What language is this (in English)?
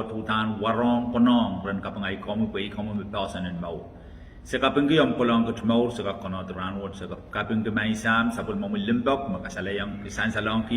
Pohnpeian